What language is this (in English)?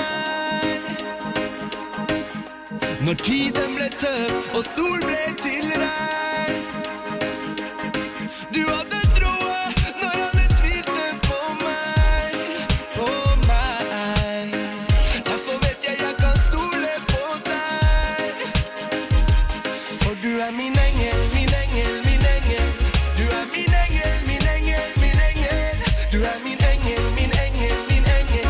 Norwegian